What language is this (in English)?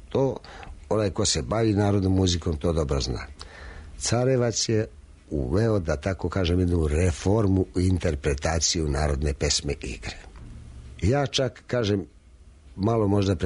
Serbian